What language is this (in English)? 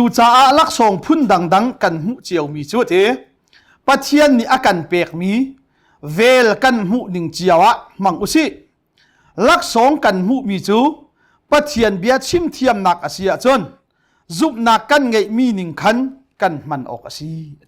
Hakha Chin